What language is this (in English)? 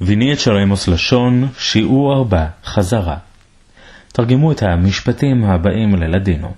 Ladino